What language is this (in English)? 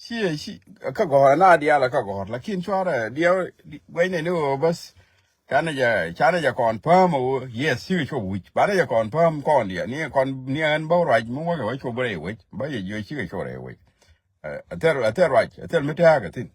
Nuer